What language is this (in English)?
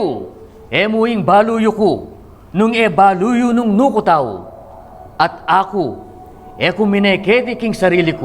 Pampanga